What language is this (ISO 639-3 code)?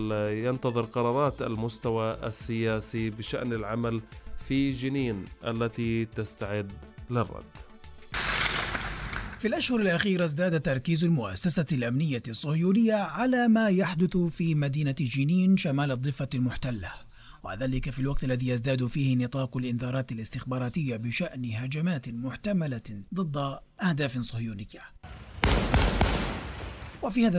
ara